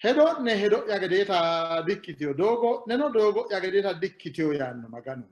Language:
Sidamo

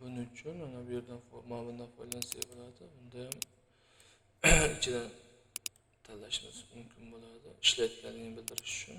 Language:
Uzbek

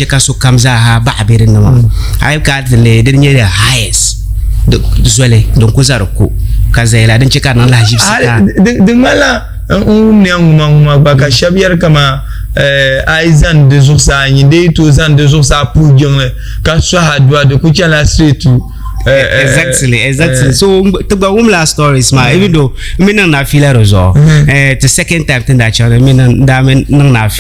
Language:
Dagbani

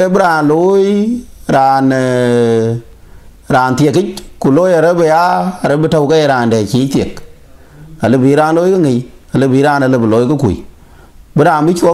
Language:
Dinka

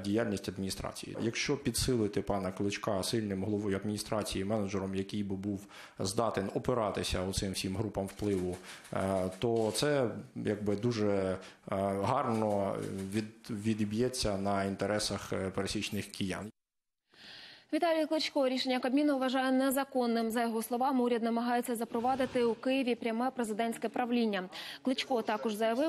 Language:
Ukrainian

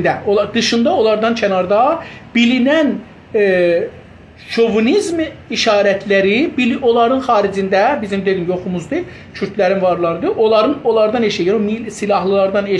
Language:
South Azerbaijani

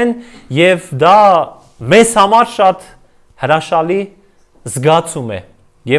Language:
Armenian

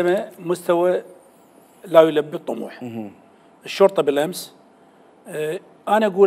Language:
Mesopotamian Arabic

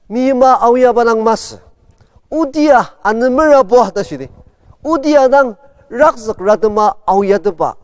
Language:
Ao Naga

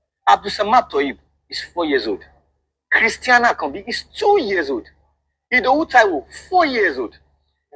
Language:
Yoruba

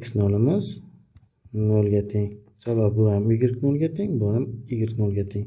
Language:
Uzbek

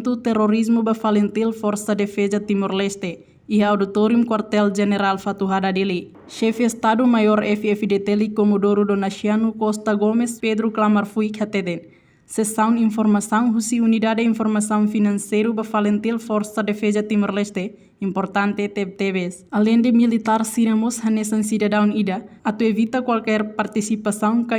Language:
Tetum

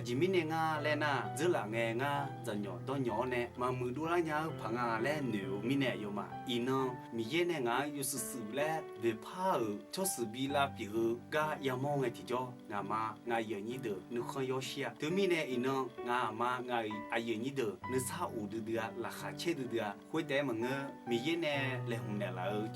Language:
Akha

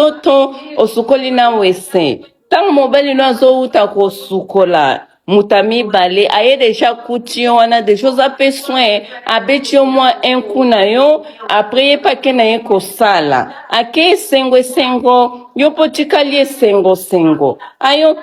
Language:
Lingala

